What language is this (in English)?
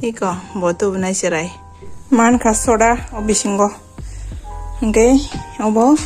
Kok Borok